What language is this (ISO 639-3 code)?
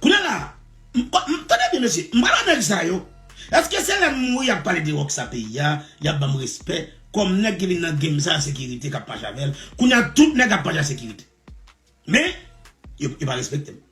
hat